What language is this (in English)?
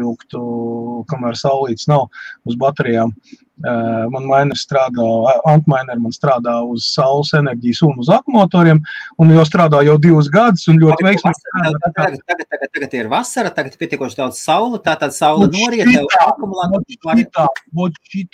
Latvian